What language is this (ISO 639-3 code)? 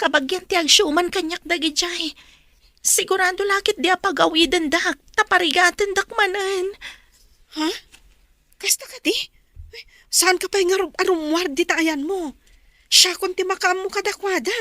ilo